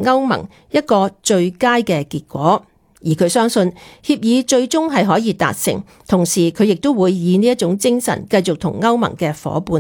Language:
Cantonese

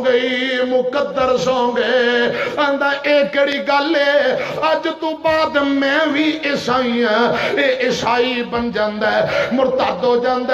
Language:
Western Panjabi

